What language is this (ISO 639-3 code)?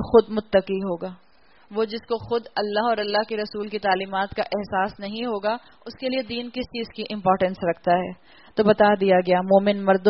urd